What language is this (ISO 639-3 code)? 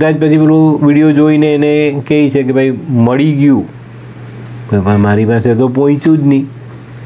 guj